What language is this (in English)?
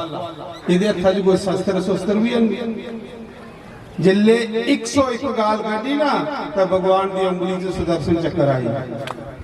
Dogri